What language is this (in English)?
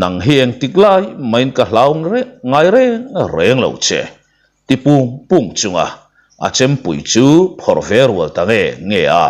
Mizo